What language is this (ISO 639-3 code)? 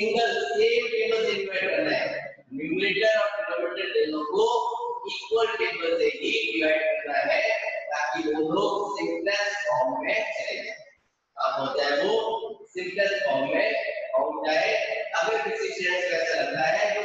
hin